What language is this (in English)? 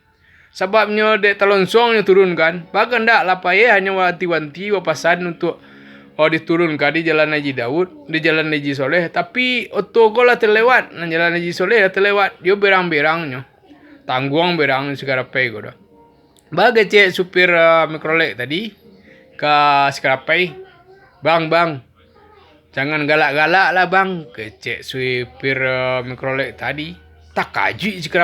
Minangkabau